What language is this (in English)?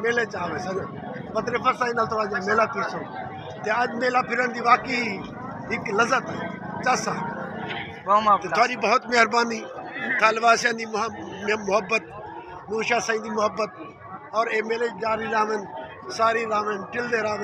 Saraiki